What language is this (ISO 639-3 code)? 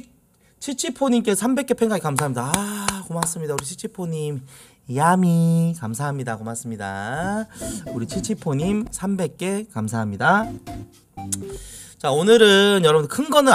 kor